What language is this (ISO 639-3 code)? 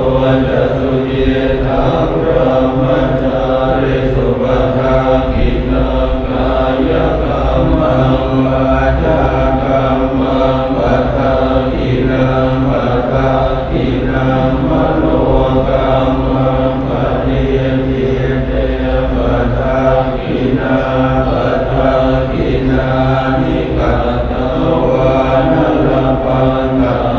pli